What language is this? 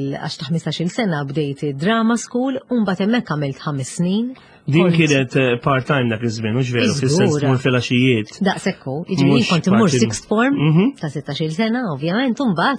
Maltese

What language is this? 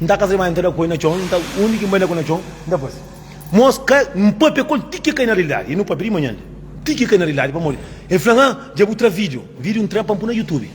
Kabuverdianu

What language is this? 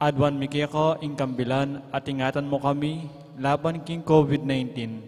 Pampanga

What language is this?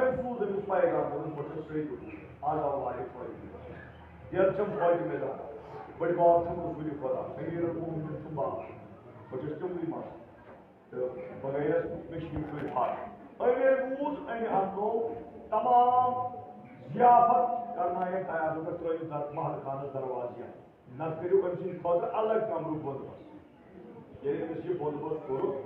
Kashmiri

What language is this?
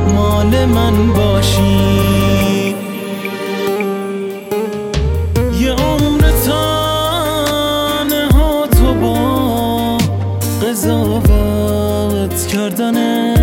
Persian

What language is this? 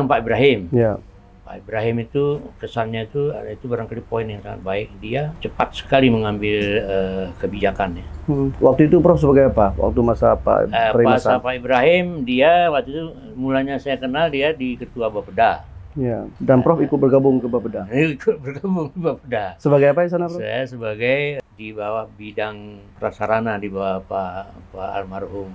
Indonesian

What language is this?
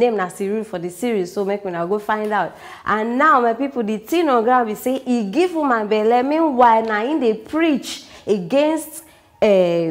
Nigerian Pidgin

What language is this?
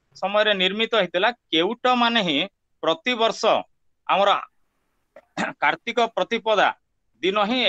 Odia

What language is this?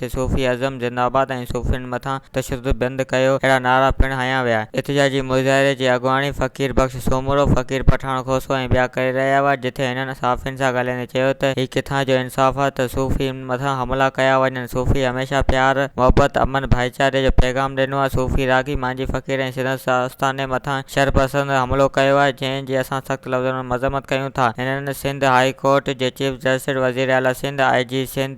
Sindhi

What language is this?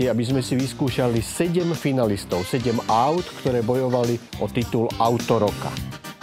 Slovak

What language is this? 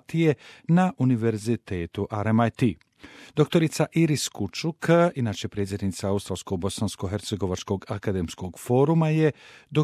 Bosnian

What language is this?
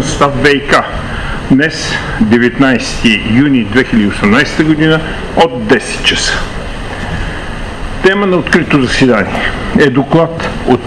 Bulgarian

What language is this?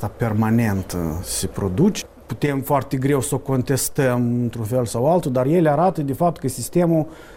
Romanian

